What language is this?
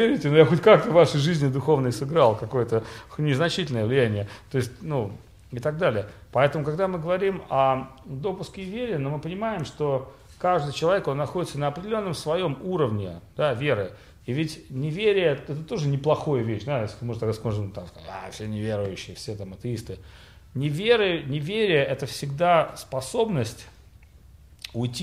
Russian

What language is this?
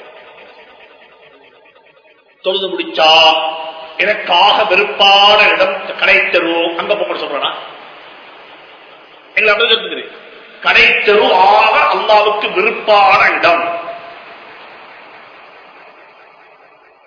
Tamil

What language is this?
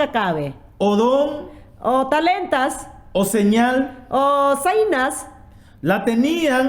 Mayangna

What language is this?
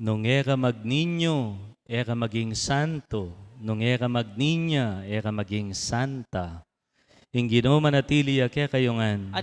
Pampanga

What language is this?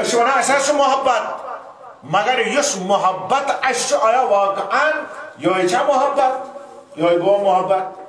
Kashmiri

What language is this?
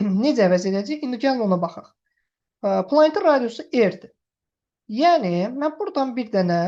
Azerbaijani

